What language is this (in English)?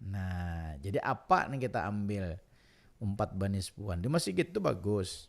Banjar